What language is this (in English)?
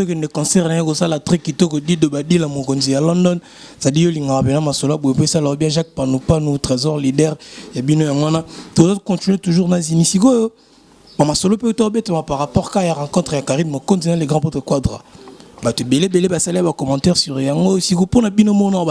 Lingala